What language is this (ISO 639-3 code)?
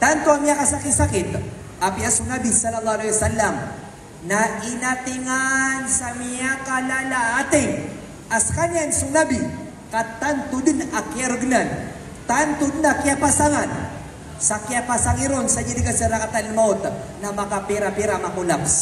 mrw